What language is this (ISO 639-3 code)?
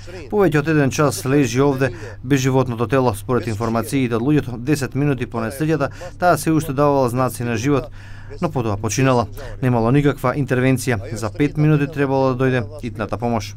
mkd